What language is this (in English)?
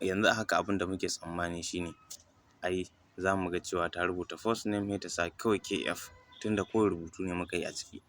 Hausa